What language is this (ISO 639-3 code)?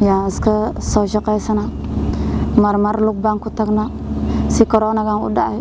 som